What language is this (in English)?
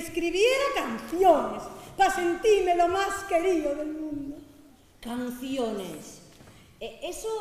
Asturian